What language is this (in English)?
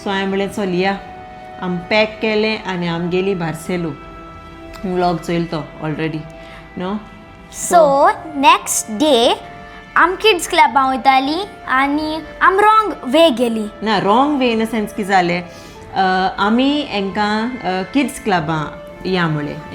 Konkani